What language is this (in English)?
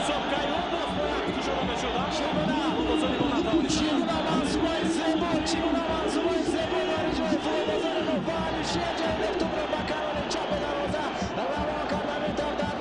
Tajik